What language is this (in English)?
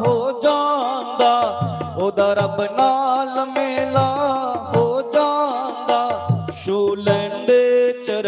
Dogri